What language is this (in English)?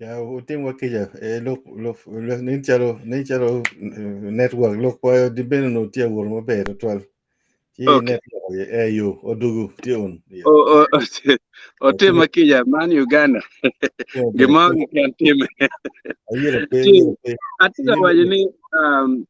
Acoli